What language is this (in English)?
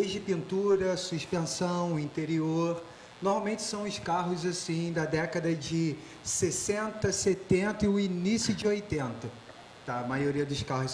Portuguese